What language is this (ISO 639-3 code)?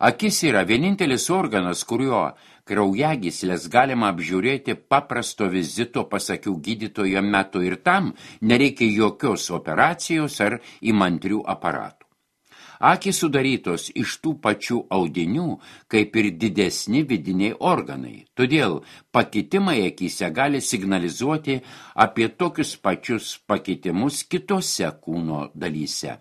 lit